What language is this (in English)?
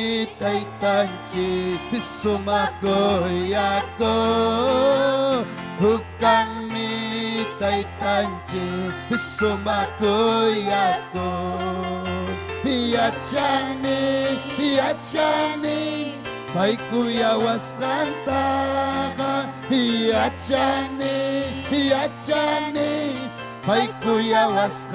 Ayacucho Quechua